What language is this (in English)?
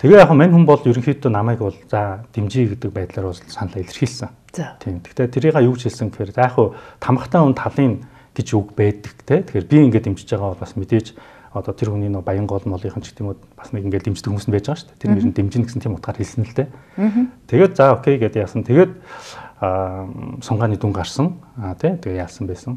Mongolian